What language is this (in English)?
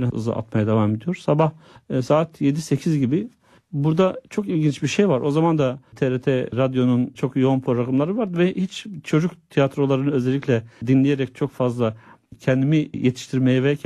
Turkish